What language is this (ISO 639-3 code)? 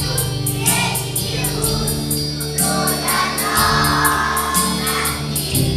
por